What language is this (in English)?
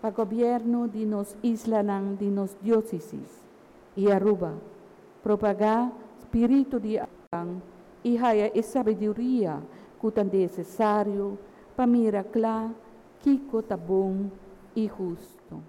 Papiamento